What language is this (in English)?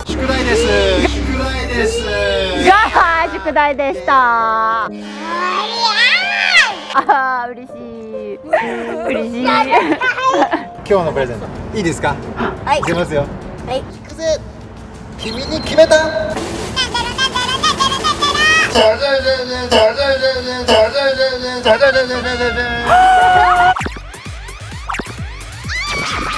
Japanese